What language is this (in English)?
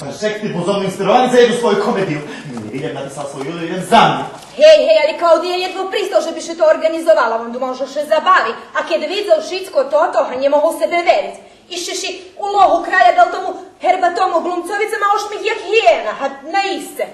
Rusyn